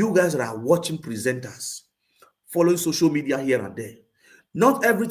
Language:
Nigerian Pidgin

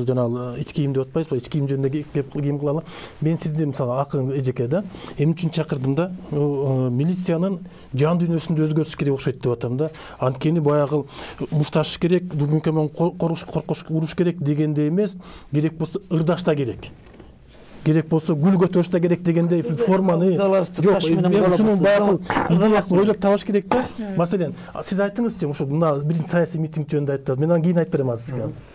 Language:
Kyrgyz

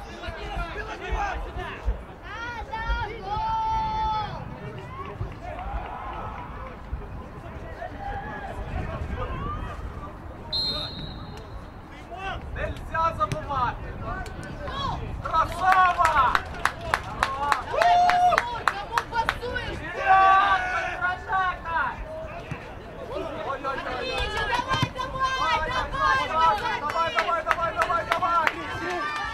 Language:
Ukrainian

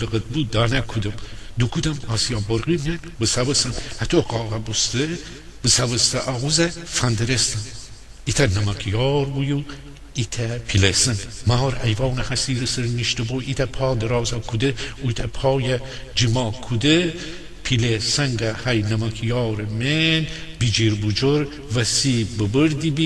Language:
Gilaki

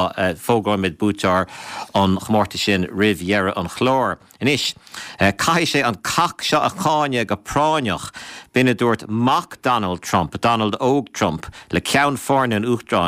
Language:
Irish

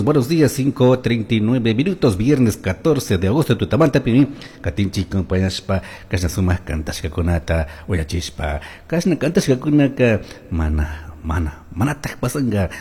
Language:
Chimborazo Highland Quichua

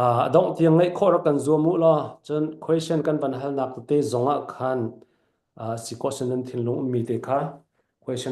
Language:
Falam Chin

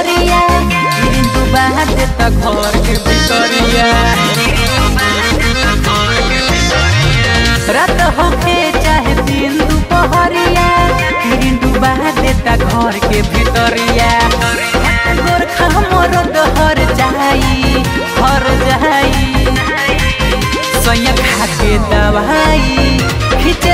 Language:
Bhojpuri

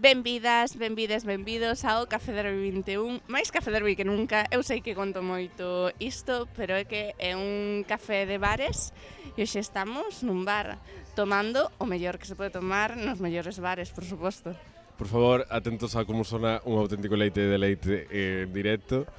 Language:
Galician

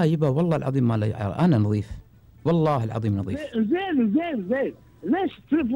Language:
Gulf Arabic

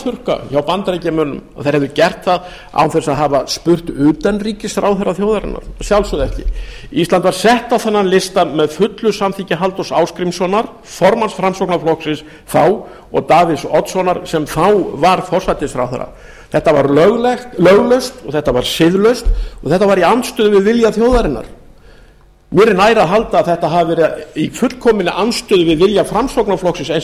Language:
Icelandic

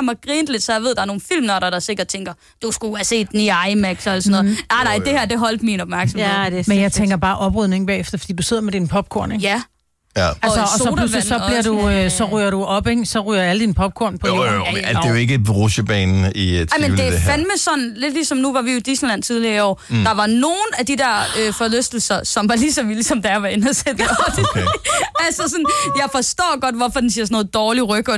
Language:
Danish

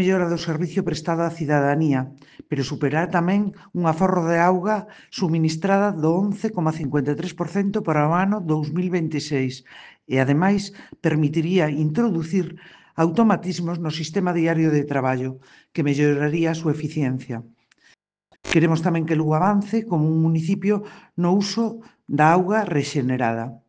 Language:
Galician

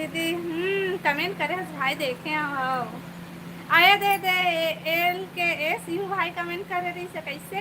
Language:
Chhattisgarhi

